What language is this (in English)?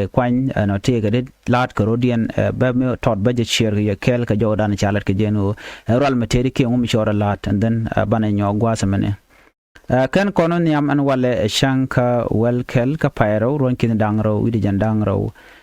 Nuer